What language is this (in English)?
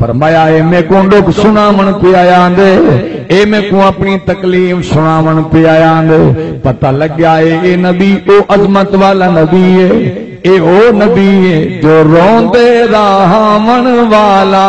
Saraiki